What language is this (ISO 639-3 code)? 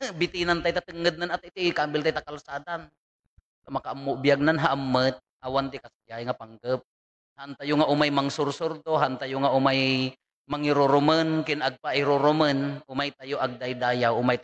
ilo